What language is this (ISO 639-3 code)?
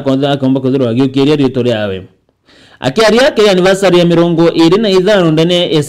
mer